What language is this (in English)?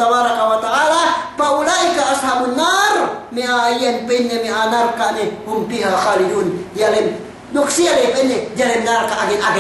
Yakan